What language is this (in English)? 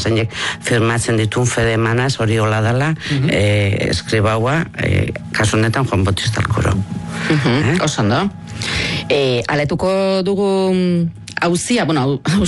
Basque